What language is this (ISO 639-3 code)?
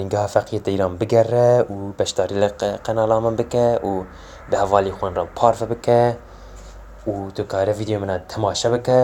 kur